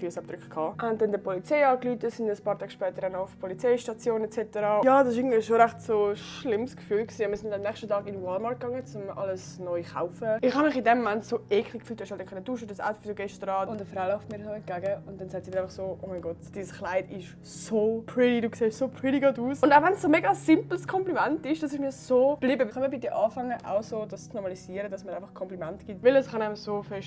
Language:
Swiss German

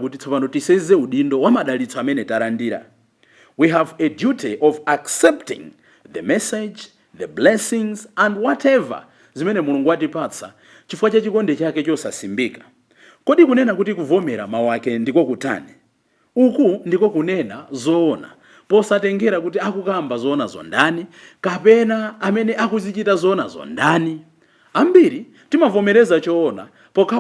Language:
Nyanja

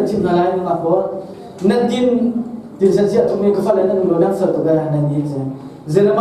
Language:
Hakha Chin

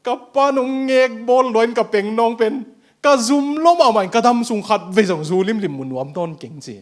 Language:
Tedim Chin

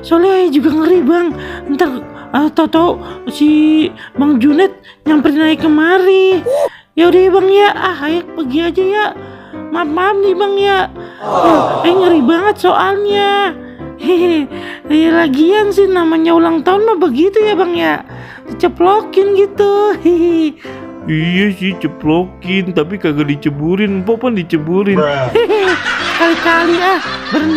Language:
Betawi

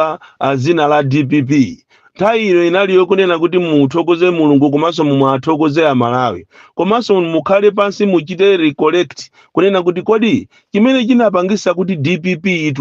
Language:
Nyanja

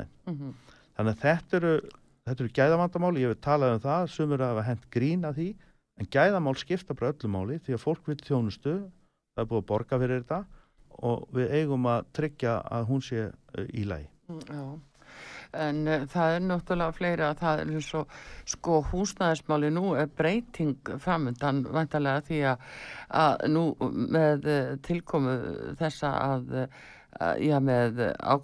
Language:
Icelandic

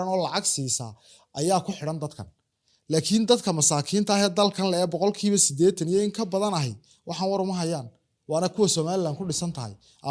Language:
Somali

